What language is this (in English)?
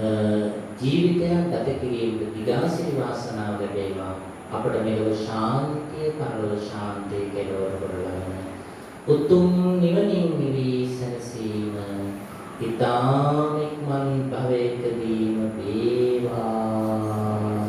Sinhala